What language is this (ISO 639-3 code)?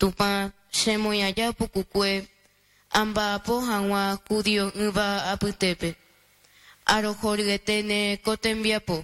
grn